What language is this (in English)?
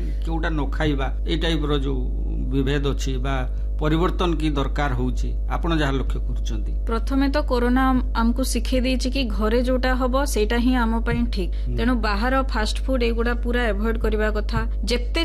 Odia